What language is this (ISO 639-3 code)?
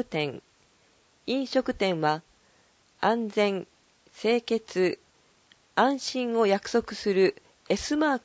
jpn